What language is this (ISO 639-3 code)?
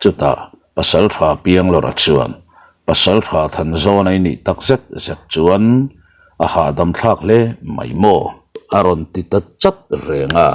lus